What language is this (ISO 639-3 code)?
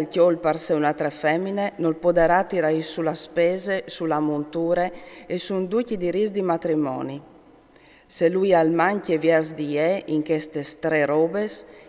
fur